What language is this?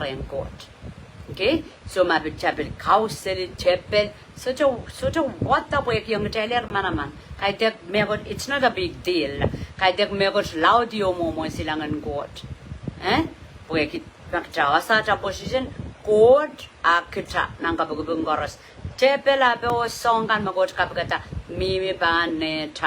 Pohnpeian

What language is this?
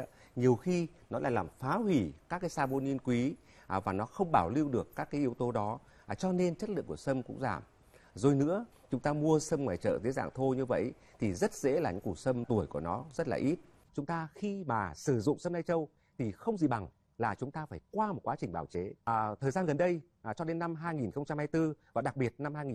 Vietnamese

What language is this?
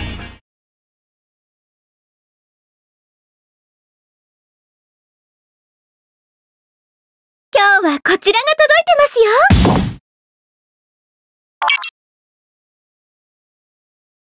Japanese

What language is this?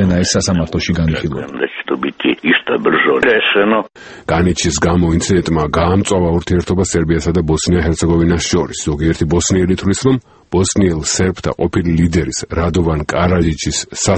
Georgian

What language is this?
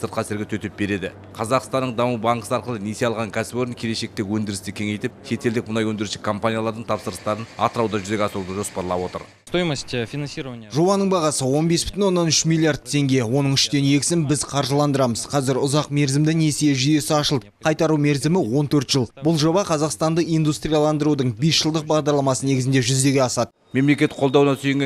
Kazakh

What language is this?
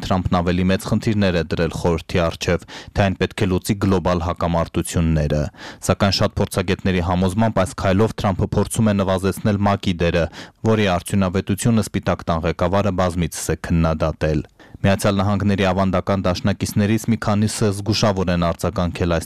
Armenian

